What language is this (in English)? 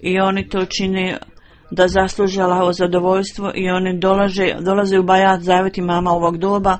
Bosnian